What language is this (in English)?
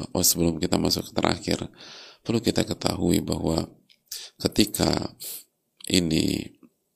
Indonesian